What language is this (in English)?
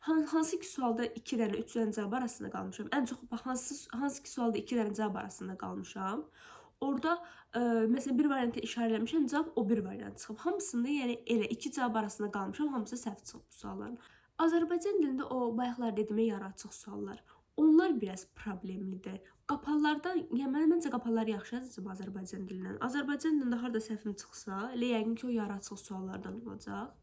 Azerbaijani